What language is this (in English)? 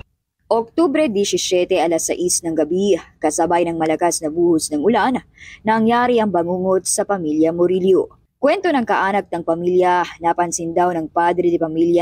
Filipino